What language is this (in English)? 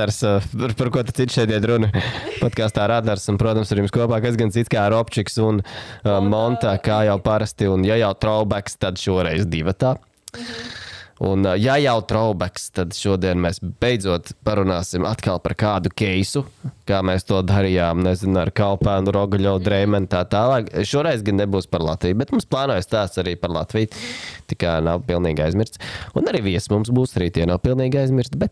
Latvian